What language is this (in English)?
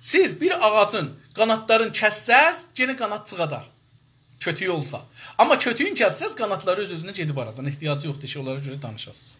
South Azerbaijani